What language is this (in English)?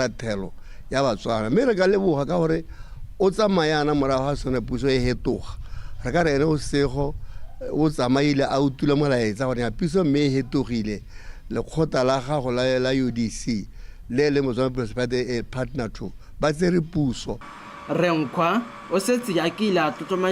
Tswana